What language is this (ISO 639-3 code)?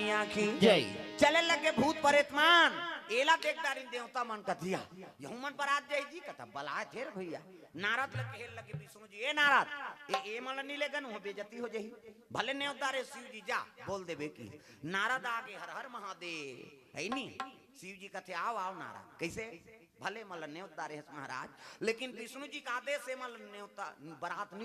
hne